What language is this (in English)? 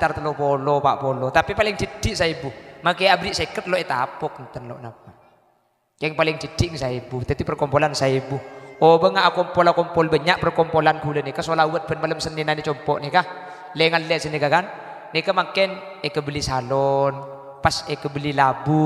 Madurese